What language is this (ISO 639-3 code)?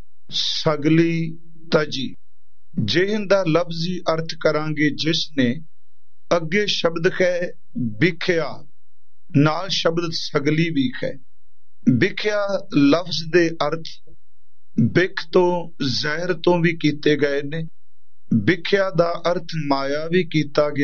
pan